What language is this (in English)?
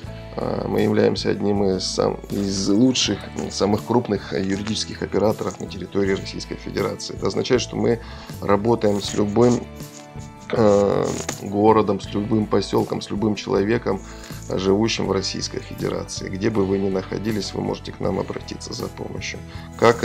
Russian